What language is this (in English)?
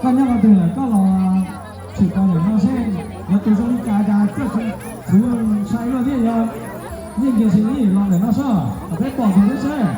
Hmong